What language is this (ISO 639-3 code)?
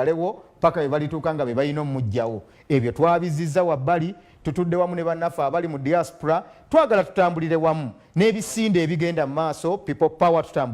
xog